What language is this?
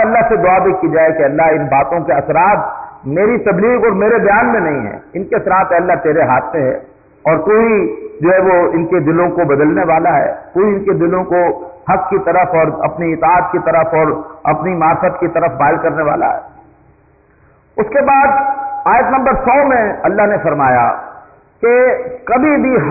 Urdu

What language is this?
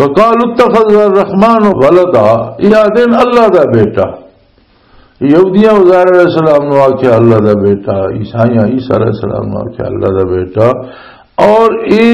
Western Panjabi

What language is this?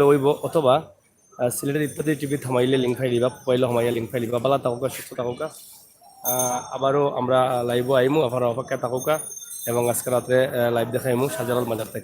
Sylheti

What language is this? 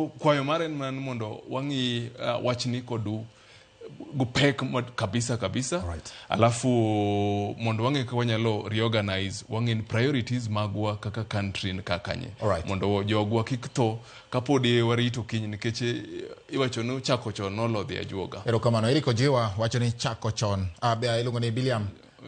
Luo (Kenya and Tanzania)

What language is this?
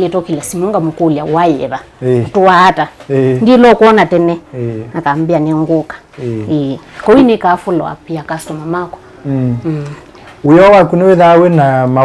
Kamba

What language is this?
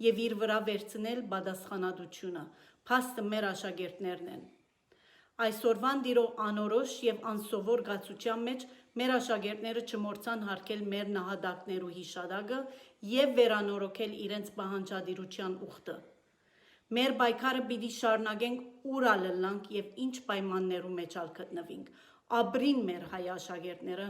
Western Armenian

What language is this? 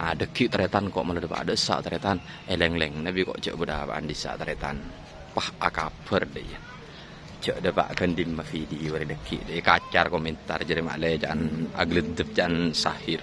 Madurese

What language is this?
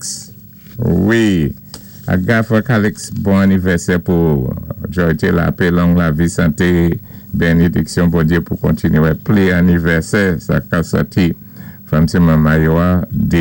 Saint Lucian Creole French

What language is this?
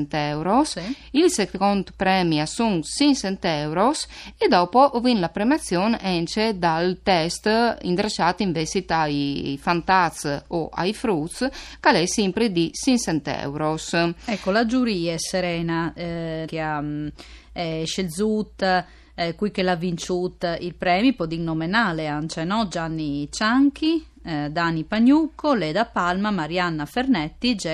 Friulian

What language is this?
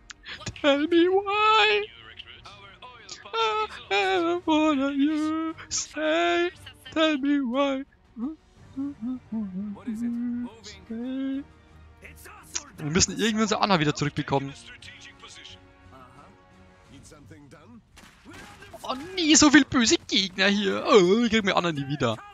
German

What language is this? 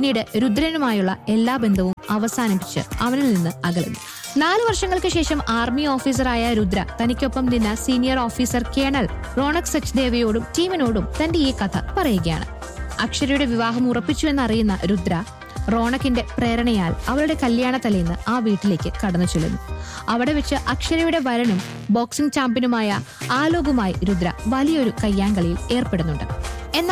Malayalam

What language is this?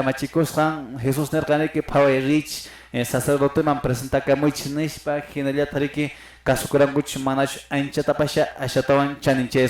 Quechua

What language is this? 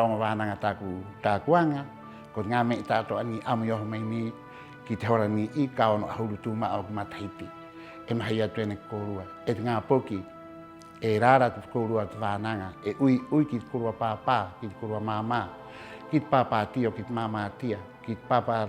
Rapanui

